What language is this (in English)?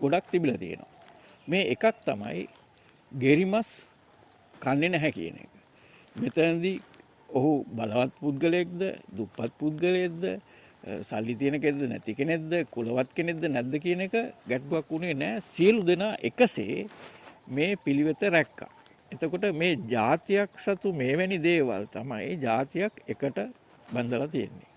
Sinhala